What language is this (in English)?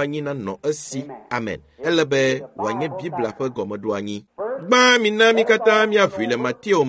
Ewe